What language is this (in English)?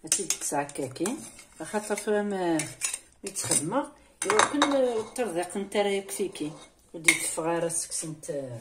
Kabyle